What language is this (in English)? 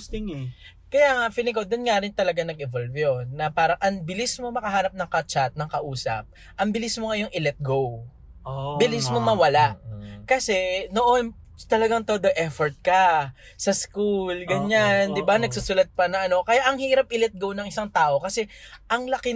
Filipino